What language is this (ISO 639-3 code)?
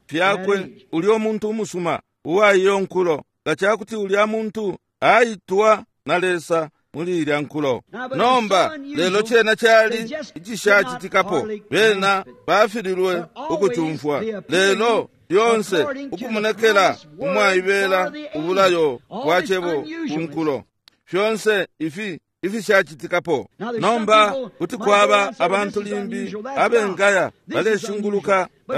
bem